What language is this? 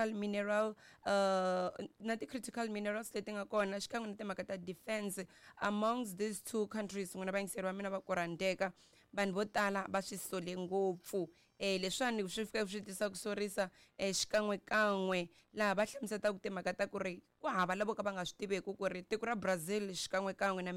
Tsonga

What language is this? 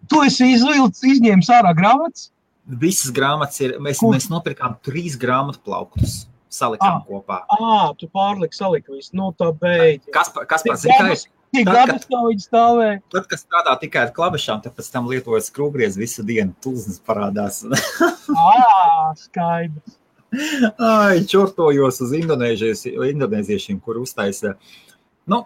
Latvian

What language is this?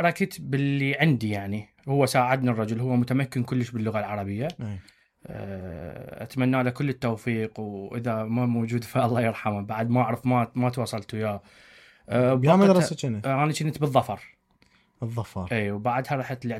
Mesopotamian Arabic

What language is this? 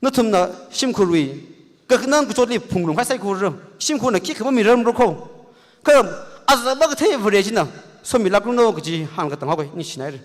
Tangkhul Naga (India)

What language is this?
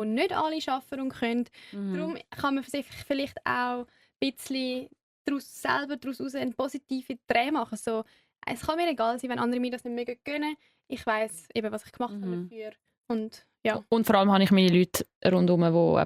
Swiss German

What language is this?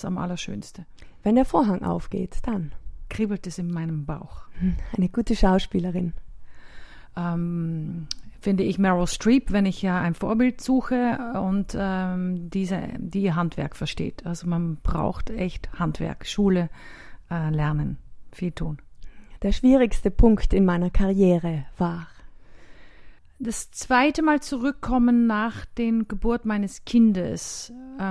German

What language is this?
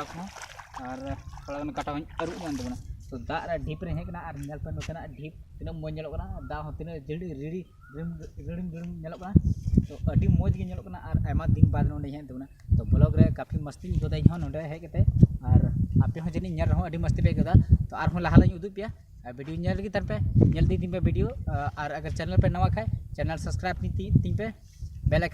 Santali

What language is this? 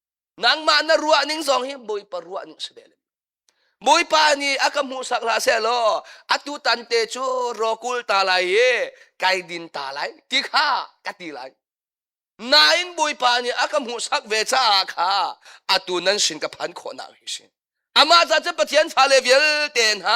Hakha Chin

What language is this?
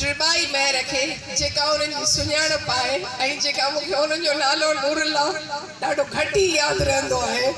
Sindhi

